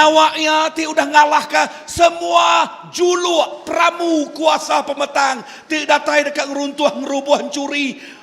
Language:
Iban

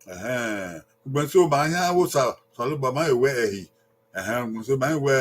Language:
Bini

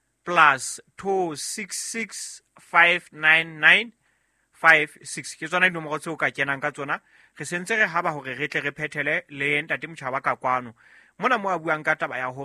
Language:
Southern Sotho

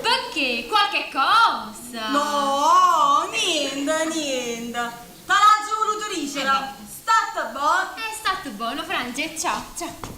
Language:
Neapolitan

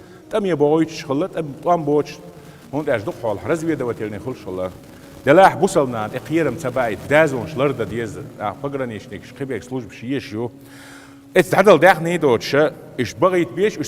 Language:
Chechen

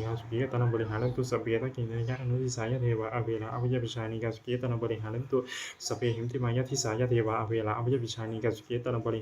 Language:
Pali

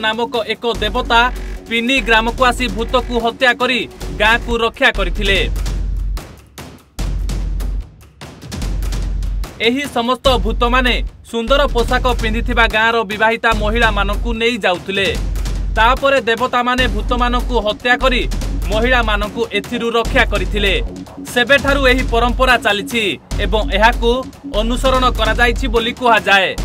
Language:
Odia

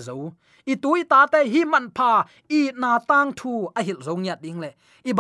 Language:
Tedim Chin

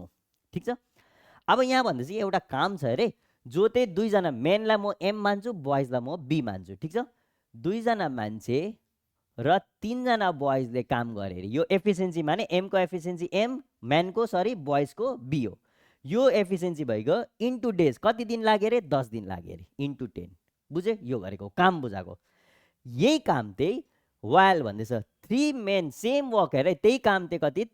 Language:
Nepali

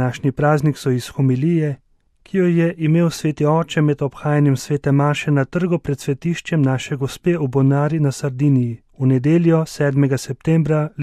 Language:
Slovenian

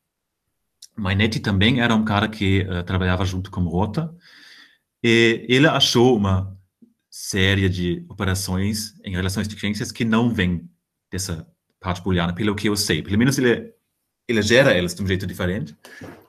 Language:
Portuguese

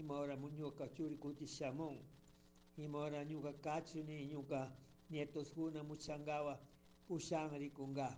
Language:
Chimborazo Highland Quichua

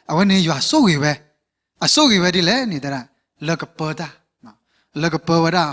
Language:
S'gaw Karen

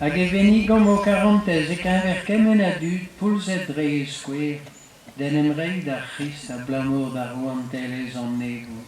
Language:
Breton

